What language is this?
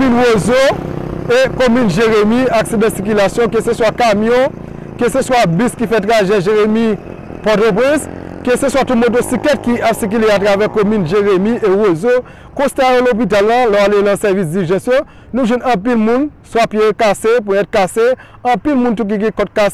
Haitian Creole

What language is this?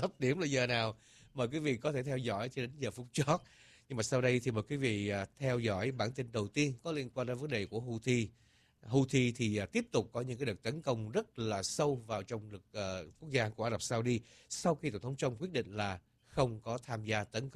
Vietnamese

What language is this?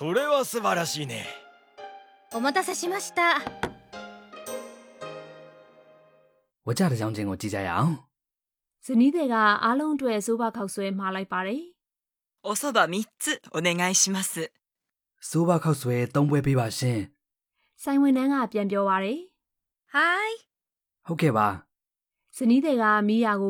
Burmese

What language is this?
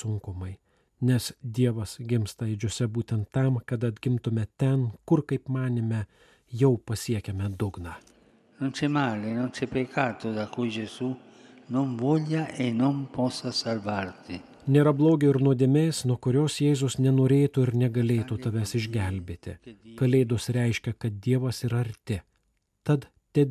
Lithuanian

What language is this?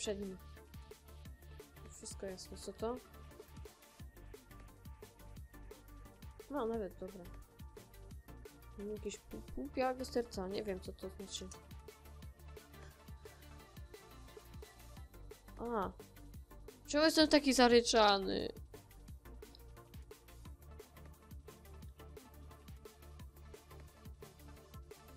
Polish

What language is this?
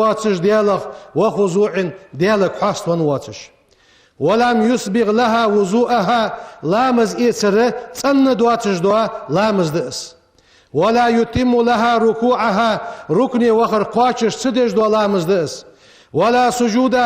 Ingush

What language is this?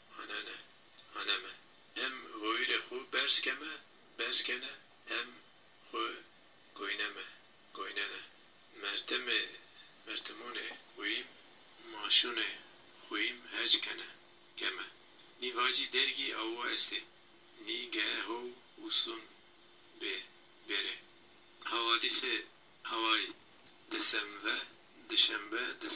Zaza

